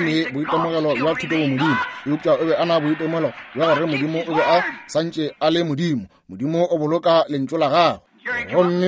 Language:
Northern Sotho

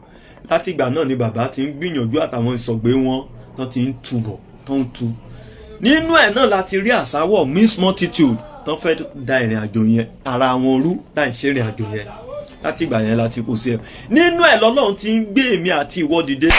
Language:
Yoruba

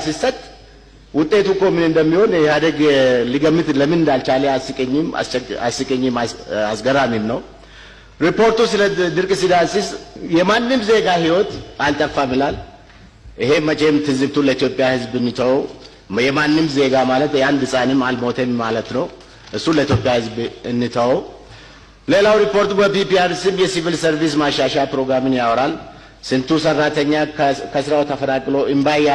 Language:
Amharic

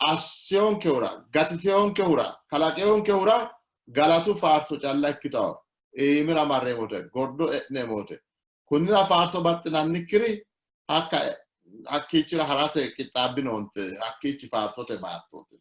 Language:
Sidamo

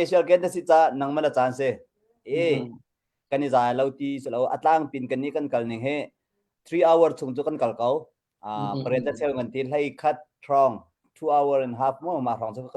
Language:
Hakha Chin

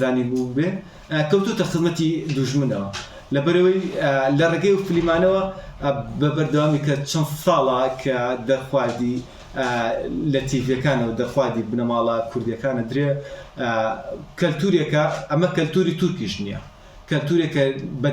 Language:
Central Kurdish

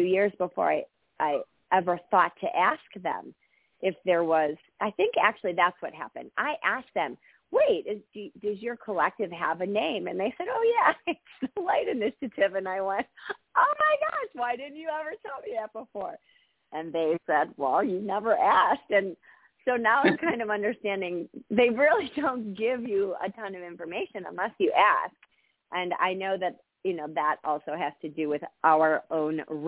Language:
English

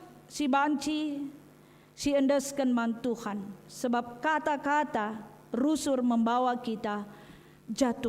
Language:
Batak Karo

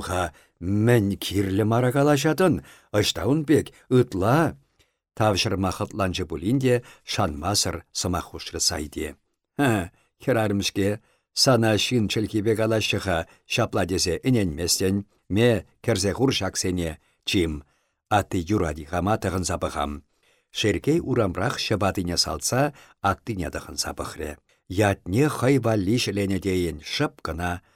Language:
Chuvash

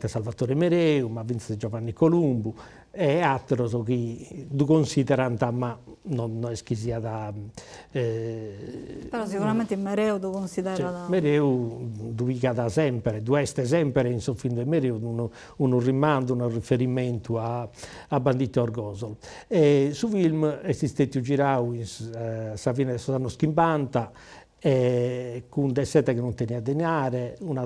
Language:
Sardinian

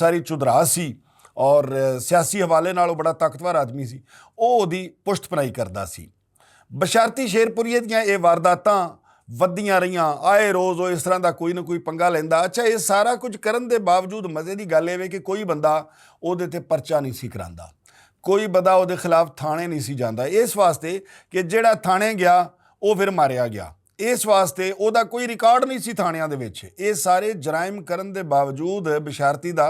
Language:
Western Panjabi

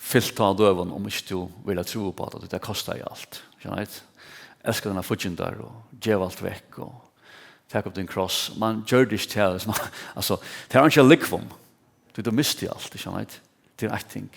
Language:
Faroese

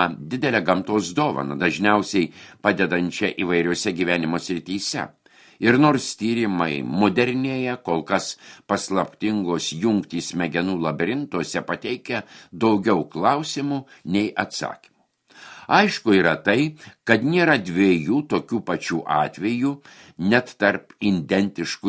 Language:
Lithuanian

